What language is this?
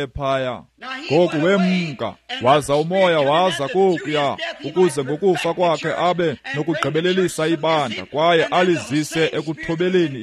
Xhosa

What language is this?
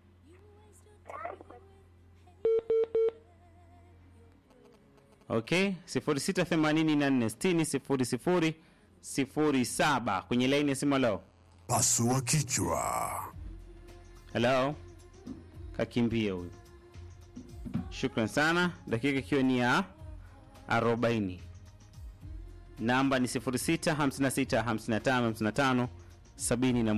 Swahili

